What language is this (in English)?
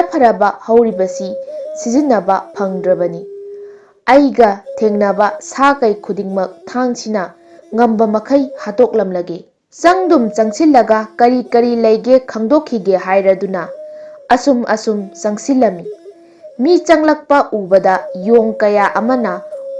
Manipuri